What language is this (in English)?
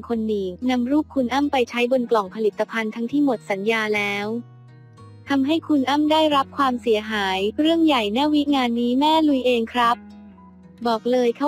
Thai